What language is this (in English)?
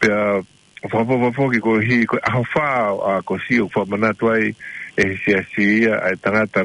Tongan